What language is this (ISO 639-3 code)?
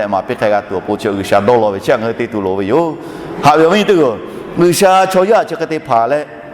lhu